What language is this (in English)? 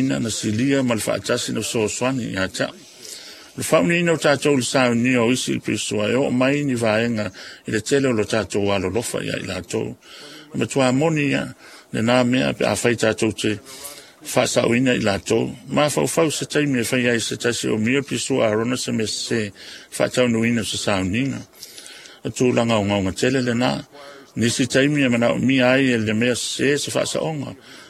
Samoan